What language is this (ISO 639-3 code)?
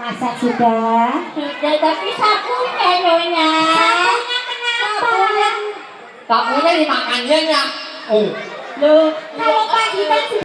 bew